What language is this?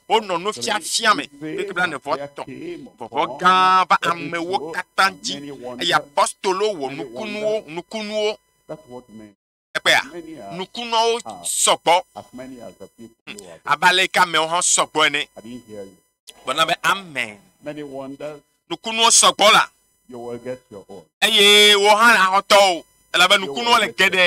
Ewe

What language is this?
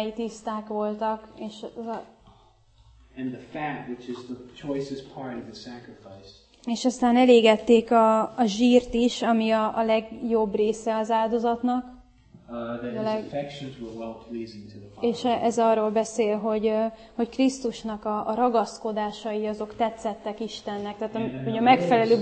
Hungarian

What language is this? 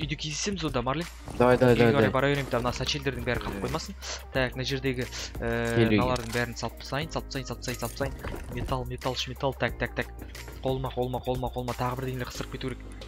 Kazakh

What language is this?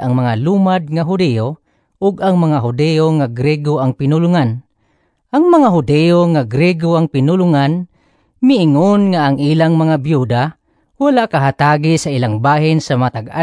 Cebuano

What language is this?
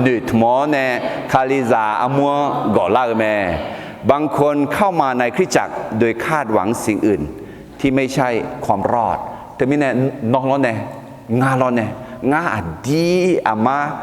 Akha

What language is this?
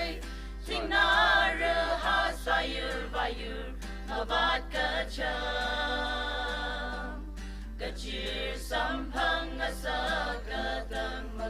Tangkhul Naga (India)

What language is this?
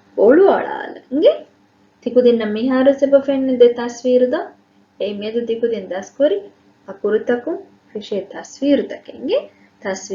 Divehi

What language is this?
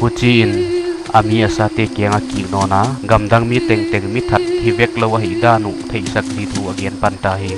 Paite Chin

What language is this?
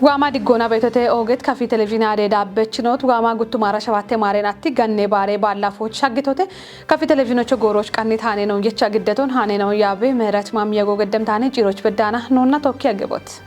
Kafa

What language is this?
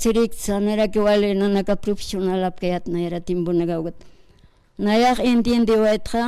Aymara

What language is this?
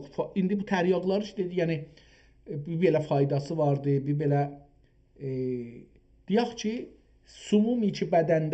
South Azerbaijani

